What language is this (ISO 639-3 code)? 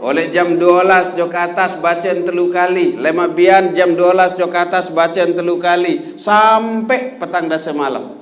sas